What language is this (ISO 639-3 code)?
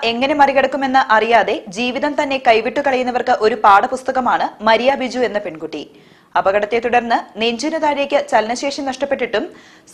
mal